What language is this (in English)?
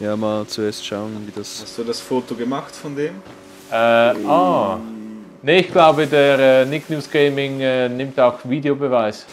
Swiss German